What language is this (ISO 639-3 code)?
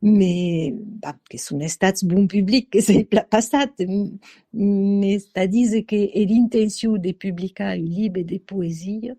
oci